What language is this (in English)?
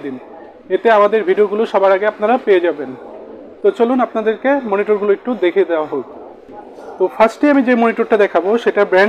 Bangla